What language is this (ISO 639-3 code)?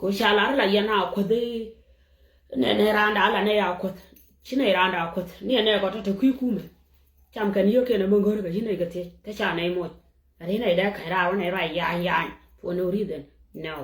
nus